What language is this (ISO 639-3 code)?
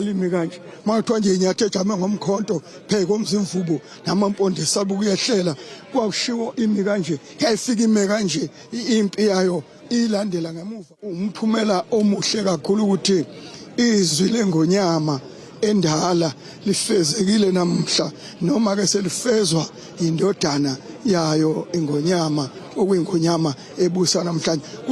zul